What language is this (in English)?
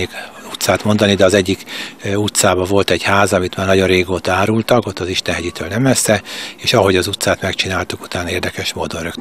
Hungarian